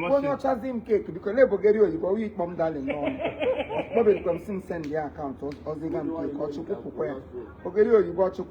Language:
Igbo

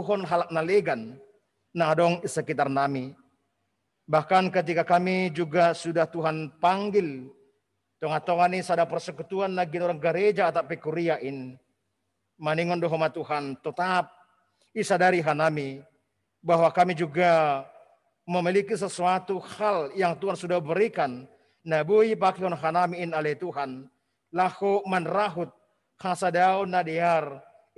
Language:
Batak Simalungun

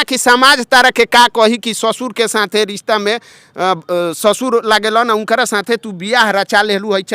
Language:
Bhojpuri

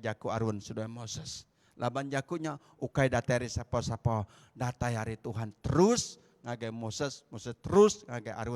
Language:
Iban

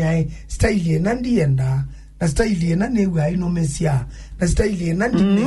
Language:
Kamba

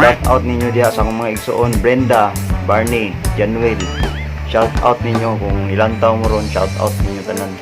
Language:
Cebuano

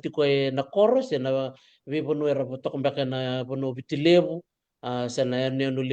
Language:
Fijian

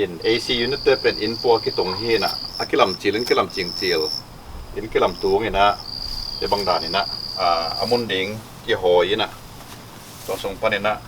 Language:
Tedim Chin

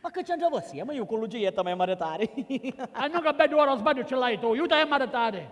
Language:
Sicilian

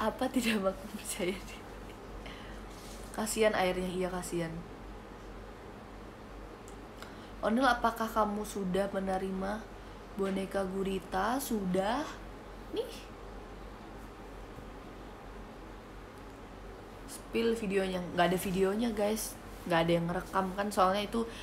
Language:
Indonesian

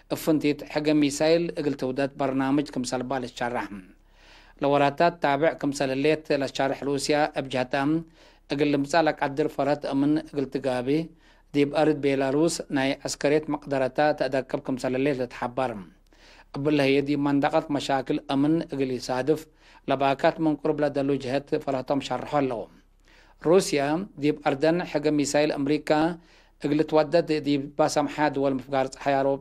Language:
Tigre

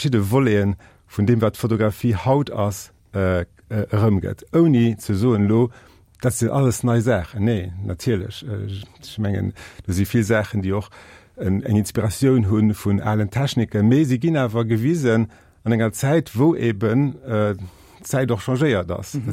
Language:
Luxembourgish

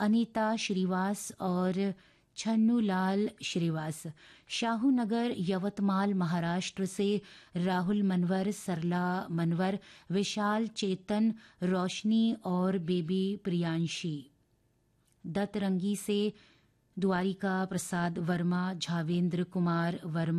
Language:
Hindi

